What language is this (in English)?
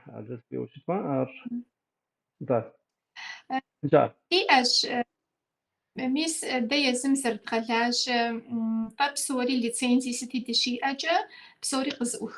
Kabardian